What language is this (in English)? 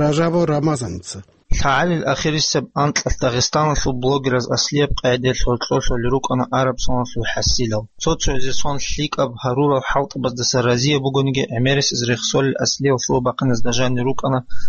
Avaric